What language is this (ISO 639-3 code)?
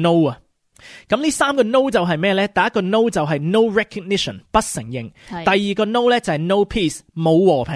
yue